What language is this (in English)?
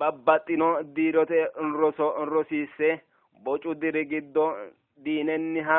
Sidamo